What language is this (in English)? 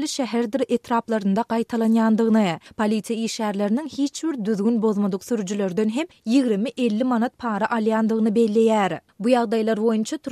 Turkmen